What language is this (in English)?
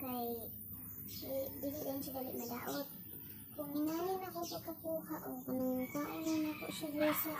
Cebuano